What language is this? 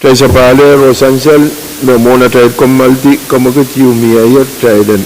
Pohnpeian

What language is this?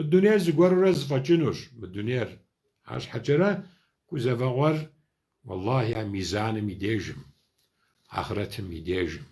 Kabardian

